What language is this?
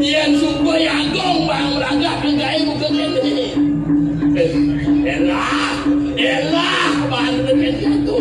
Balinese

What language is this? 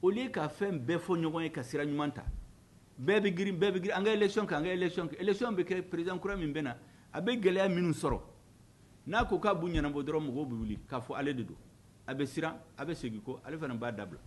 Bambara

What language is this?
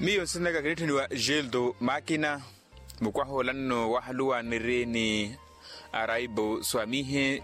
Makhuwa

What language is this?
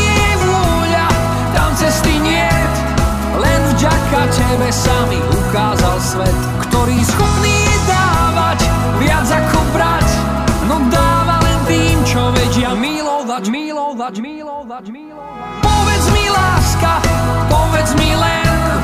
Slovak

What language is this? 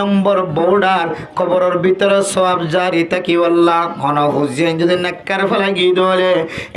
Rohingya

